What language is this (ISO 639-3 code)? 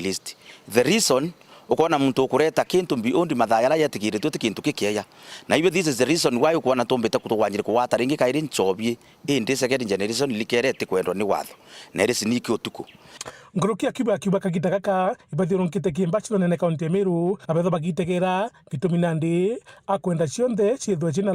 mer